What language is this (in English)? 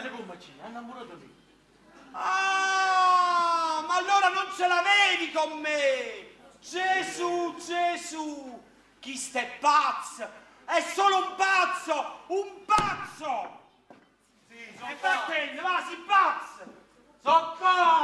Neapolitan